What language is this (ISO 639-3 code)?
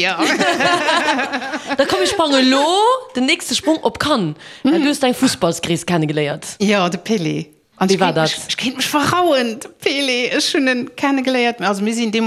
ltz